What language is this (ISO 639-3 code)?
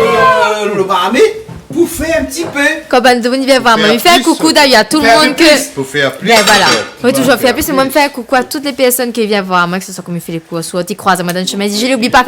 rcf